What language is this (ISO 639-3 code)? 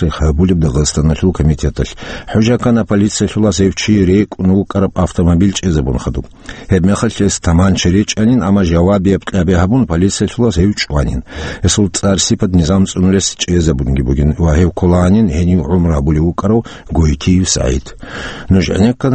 ava